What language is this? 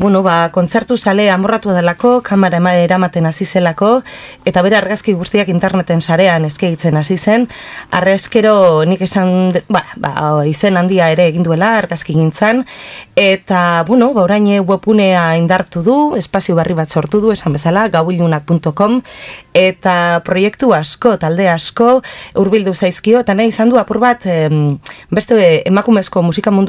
Basque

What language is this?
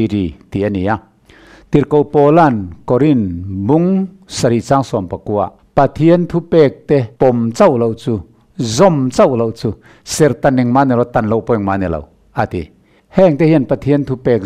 Mizo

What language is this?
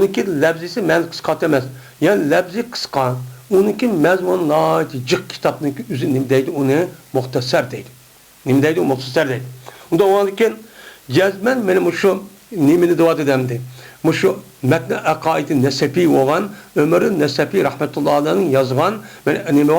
Uyghur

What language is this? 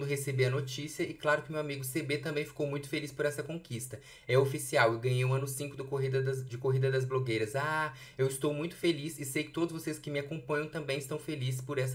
Portuguese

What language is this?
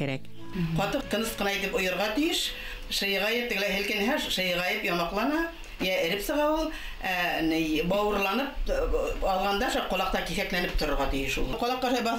Bashkir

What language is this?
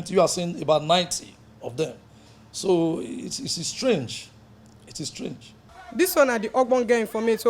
Nigerian Pidgin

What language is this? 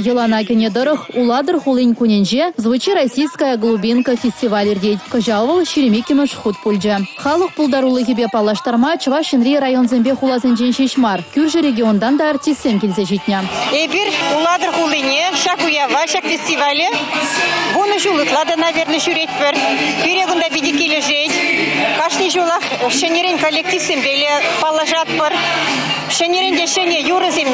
Chuvash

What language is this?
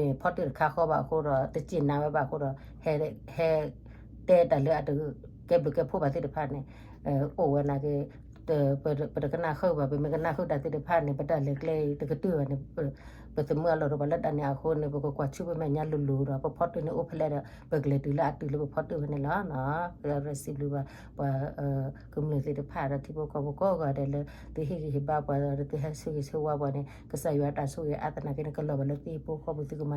S'gaw Karen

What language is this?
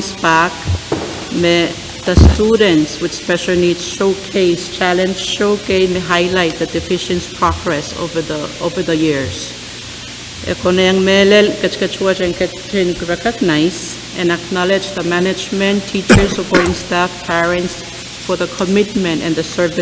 Pohnpeian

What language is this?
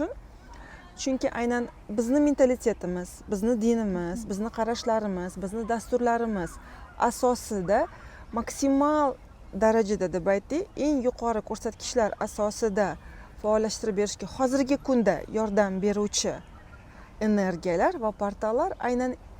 Uzbek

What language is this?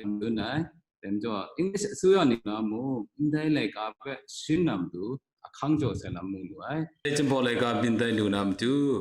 Kachin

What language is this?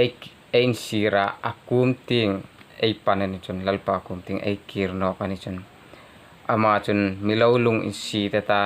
Hmar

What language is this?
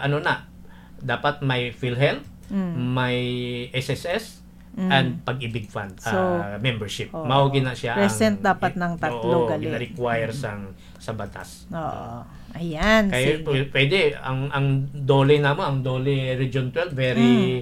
Hiligaynon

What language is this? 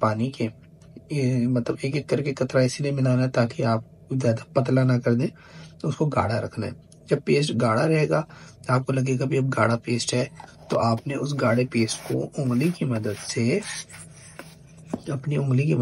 Hindi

